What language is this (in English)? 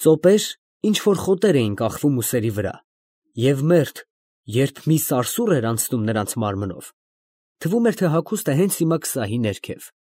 Armenian